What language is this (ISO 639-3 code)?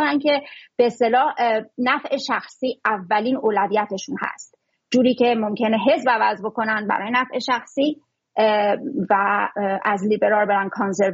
fas